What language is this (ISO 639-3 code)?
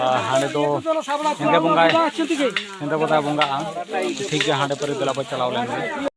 sat